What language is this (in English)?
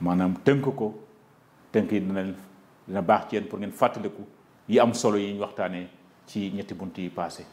Wolof